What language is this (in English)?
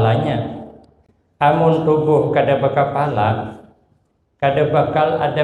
Banjar